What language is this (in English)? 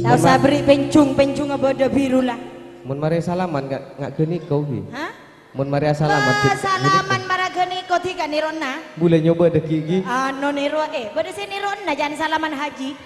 Madurese